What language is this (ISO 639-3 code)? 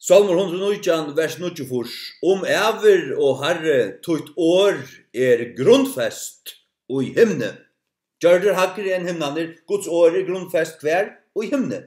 fao